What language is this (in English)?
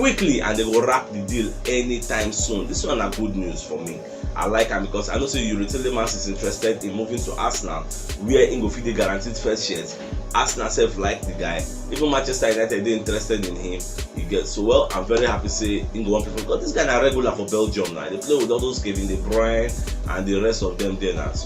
Nigerian Pidgin